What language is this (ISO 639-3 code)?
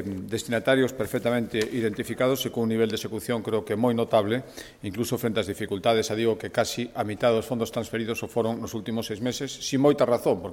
glg